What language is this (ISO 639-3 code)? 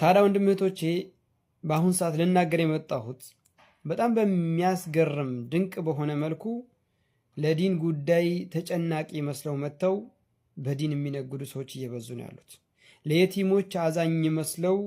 amh